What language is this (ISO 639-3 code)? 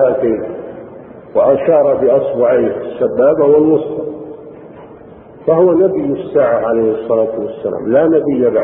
ara